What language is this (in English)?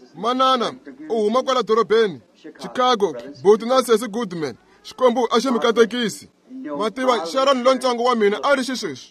Tsonga